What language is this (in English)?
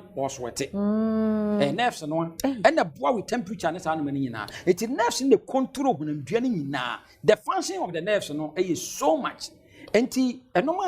Akan